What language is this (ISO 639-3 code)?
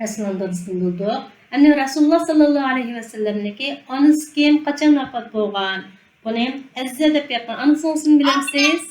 uig